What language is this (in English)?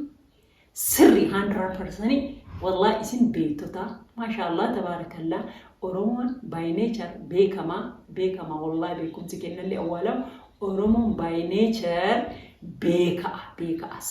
Oromo